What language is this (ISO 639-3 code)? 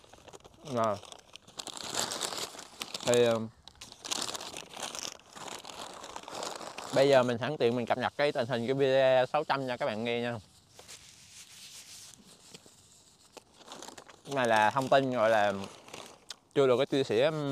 vie